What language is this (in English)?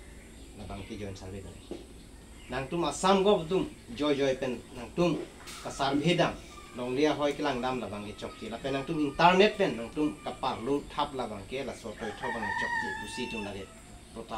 Karbi